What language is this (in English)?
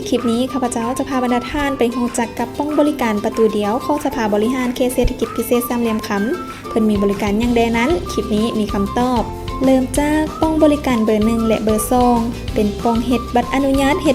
Lao